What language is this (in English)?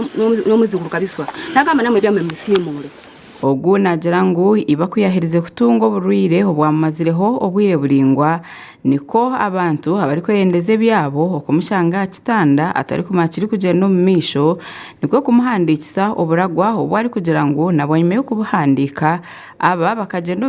Nyankole